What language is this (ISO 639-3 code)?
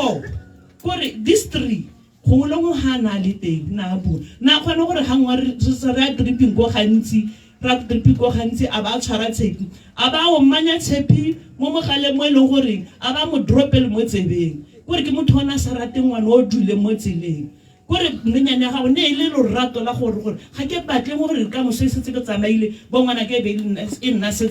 tsn